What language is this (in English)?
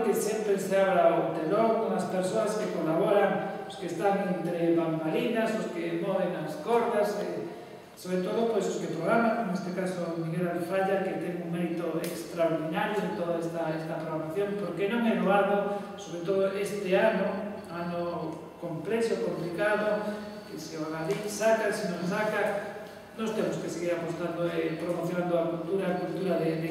Galician